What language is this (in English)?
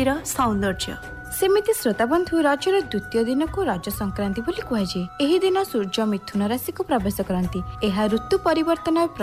Odia